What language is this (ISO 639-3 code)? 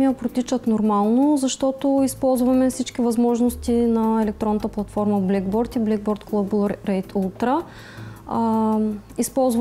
bul